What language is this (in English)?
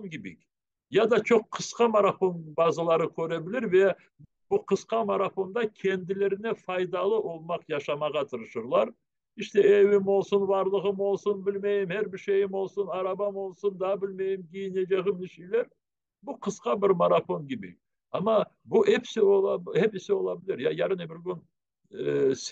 Crimean Tatar